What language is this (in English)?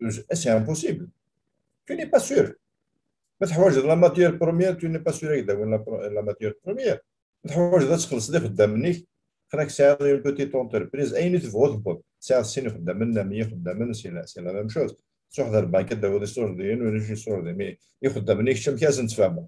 Kabyle